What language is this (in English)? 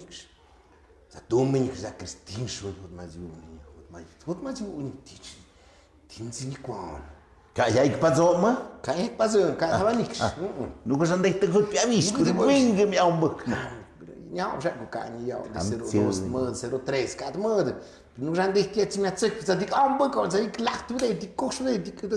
Tlahuitoltepec Mixe